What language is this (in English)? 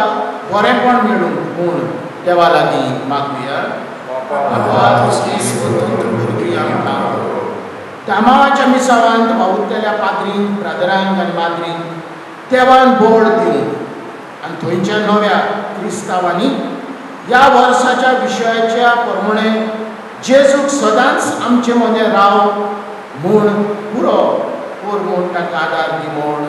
Konkani